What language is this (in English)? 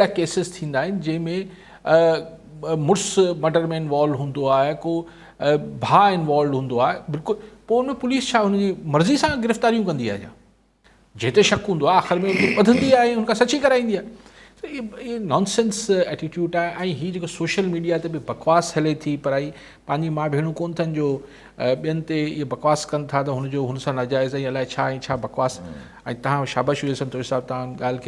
Sindhi